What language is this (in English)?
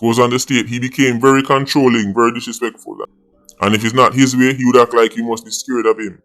Jamaican Creole English